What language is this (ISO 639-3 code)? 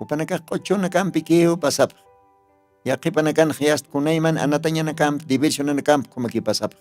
aym